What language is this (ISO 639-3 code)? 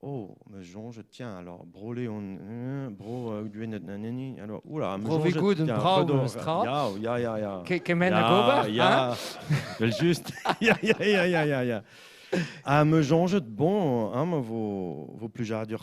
bre